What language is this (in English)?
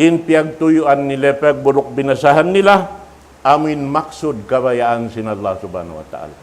Tausug